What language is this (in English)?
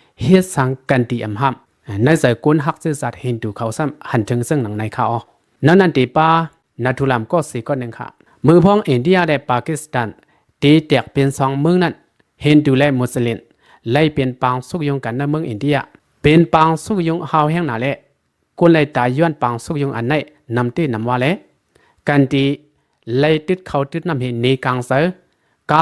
Shan